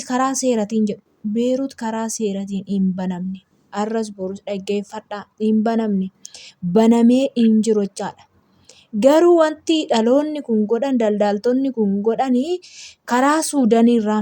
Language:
Oromo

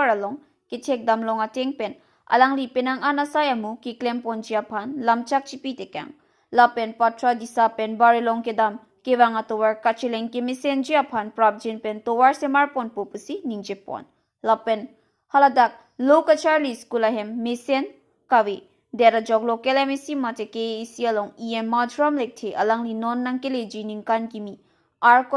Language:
Karbi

